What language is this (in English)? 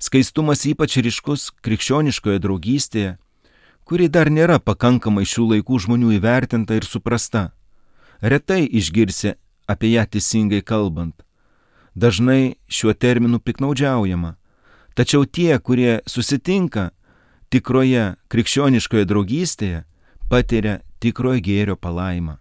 Lithuanian